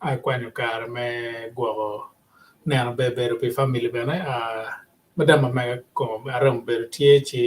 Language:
Acoli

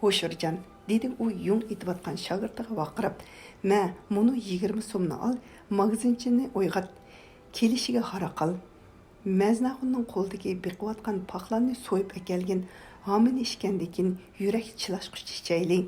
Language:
Uyghur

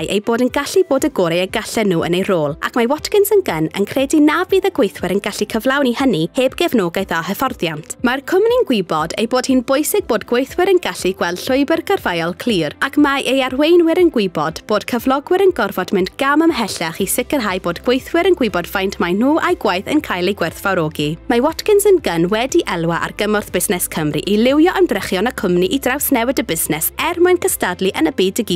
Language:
Welsh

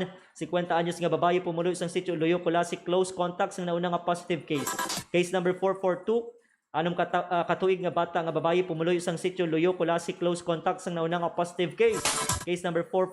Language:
Hiligaynon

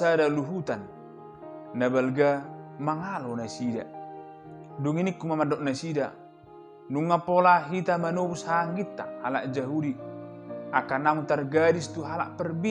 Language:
Batak Toba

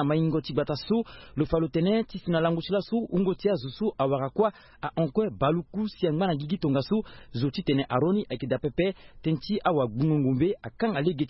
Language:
Sango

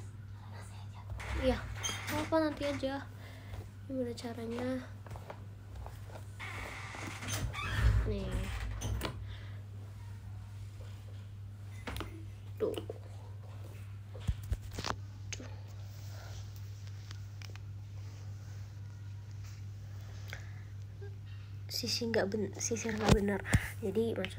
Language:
Indonesian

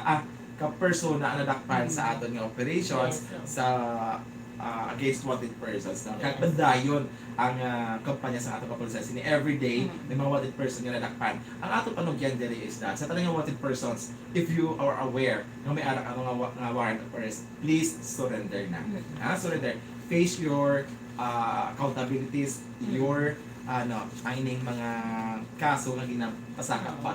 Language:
Hiligaynon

